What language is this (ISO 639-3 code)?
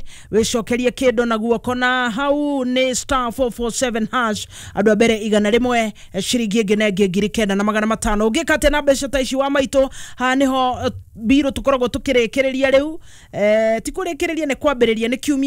kik